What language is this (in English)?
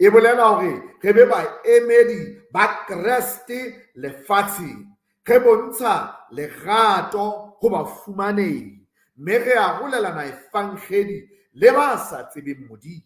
Southern Sotho